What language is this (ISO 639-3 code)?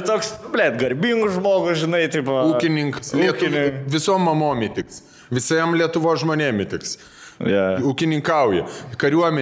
lit